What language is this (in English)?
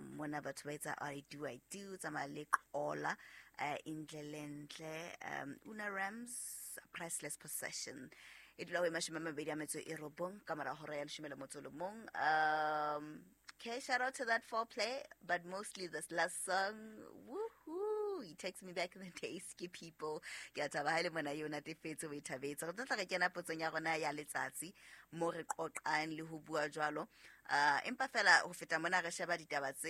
Southern Sotho